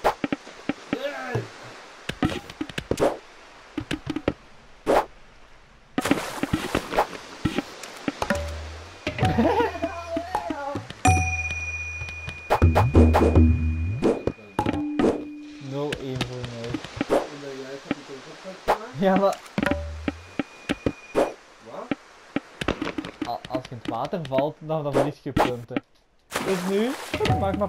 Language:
Dutch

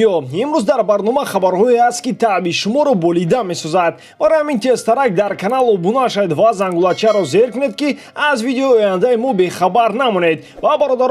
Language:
Tajik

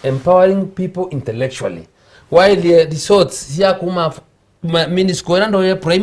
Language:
Meru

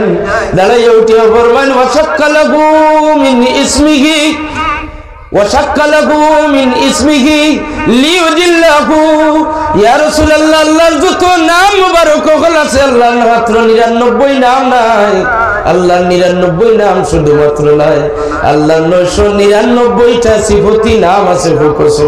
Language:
Sylheti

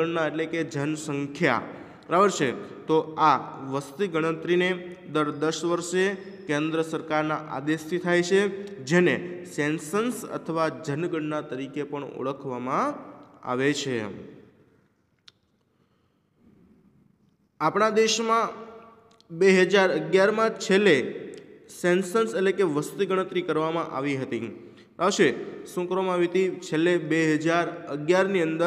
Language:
Gujarati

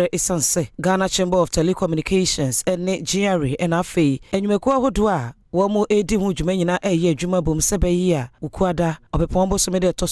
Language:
Akan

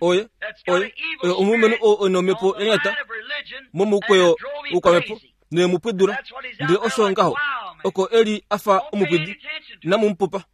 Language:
Kuanyama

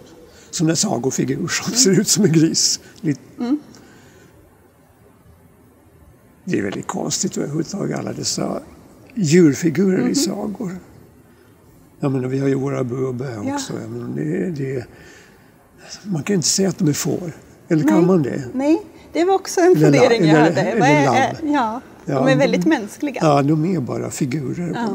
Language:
Swedish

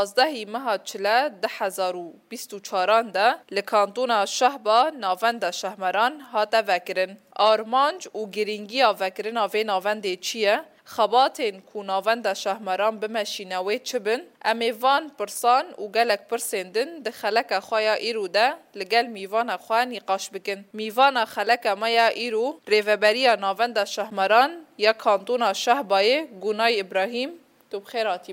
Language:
Kurdish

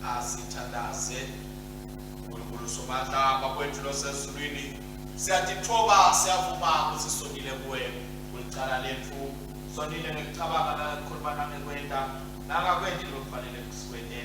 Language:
Swati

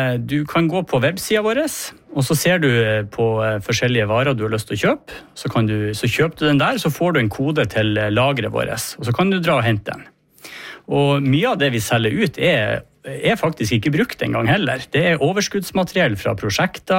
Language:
Norwegian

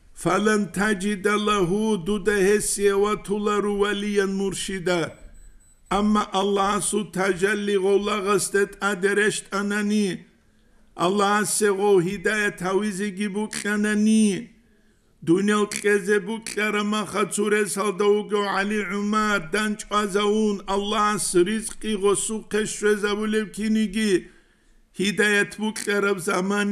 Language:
Avaric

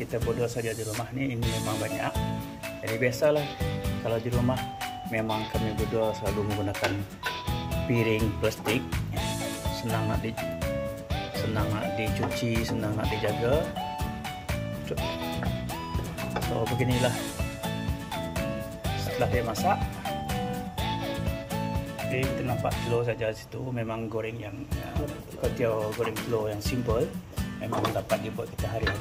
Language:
Malay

